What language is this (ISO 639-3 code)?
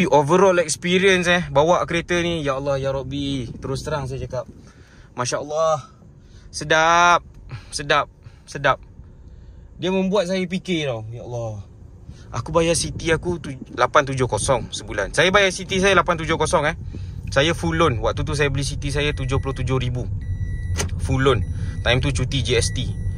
msa